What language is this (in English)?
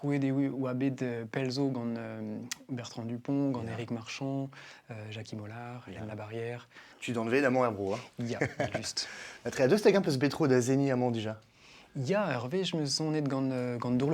Breton